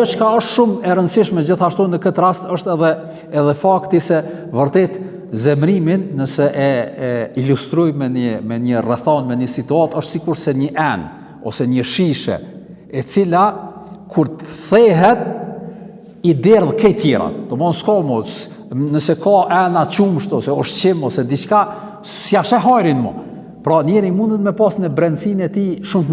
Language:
Albanian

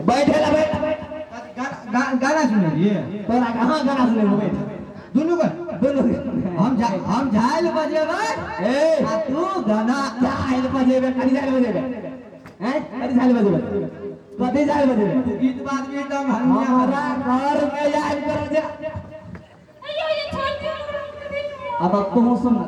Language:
Maithili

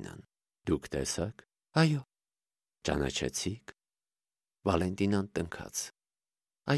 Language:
Armenian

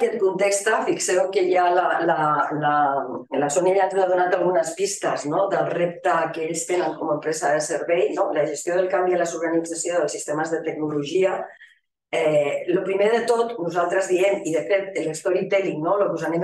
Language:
Catalan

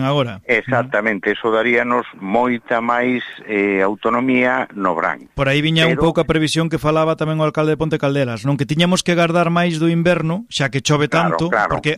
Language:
Galician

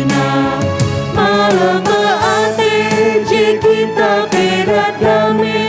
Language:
Batak Karo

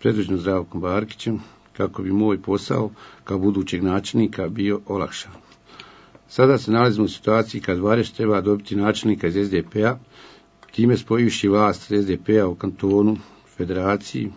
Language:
Bosnian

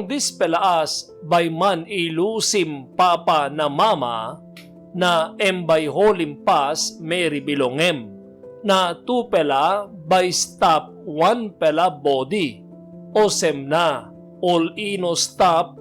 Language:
Tok Pisin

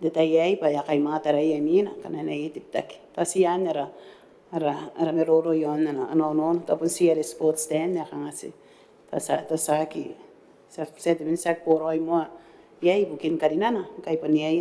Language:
Gilbertese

